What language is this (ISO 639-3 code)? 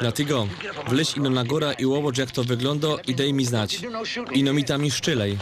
szl